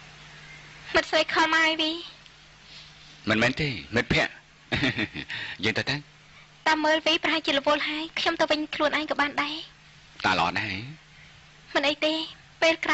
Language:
Khmer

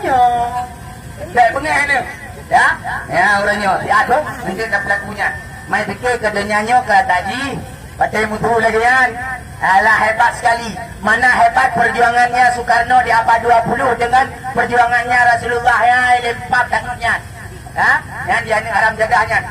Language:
Achinese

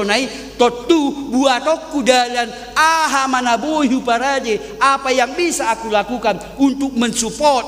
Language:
Batak Toba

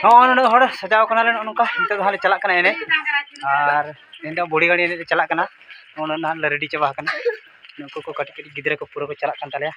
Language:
Santali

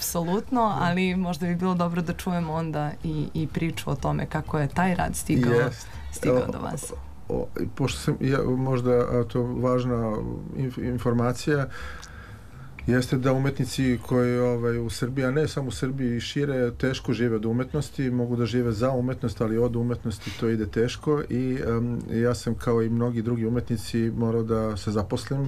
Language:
Serbian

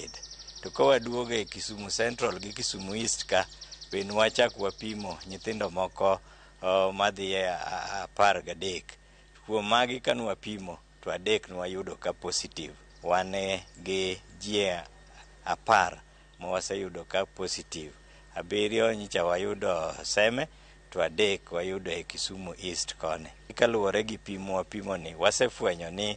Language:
Luo (Kenya and Tanzania)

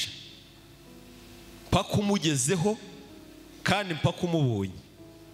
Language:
Kinyarwanda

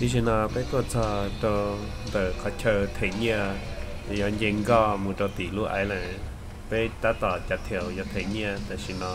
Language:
Hmong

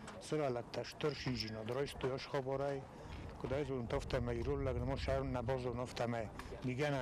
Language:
Ossetic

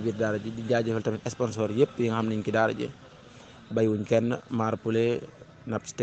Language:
Wolof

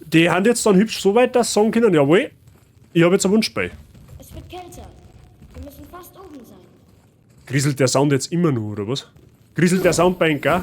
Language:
Bavarian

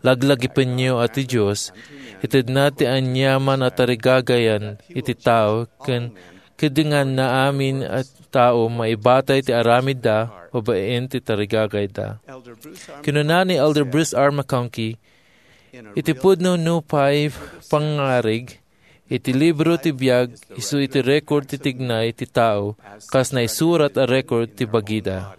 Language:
Iloko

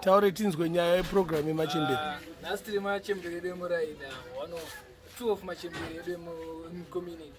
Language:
Shona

